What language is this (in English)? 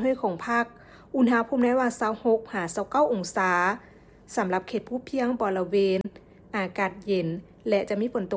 Lao